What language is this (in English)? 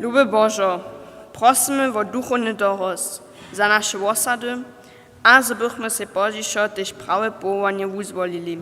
Upper Sorbian